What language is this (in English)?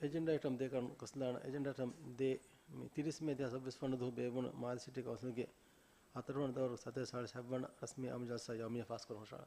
Divehi